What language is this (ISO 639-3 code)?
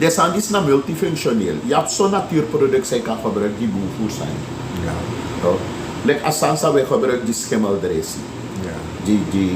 srn